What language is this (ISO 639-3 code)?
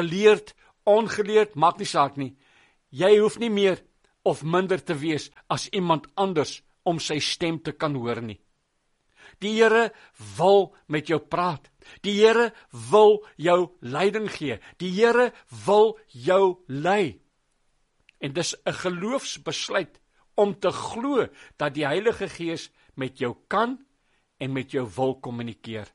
afr